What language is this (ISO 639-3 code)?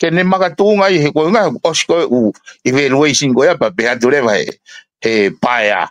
ton